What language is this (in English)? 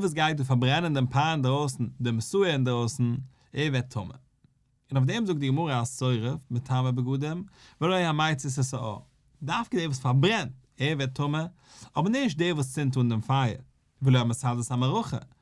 Yiddish